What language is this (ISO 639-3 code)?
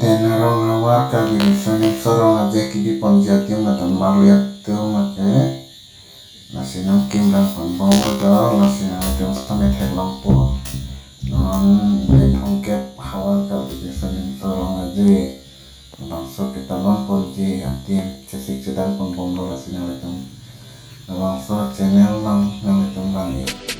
mjw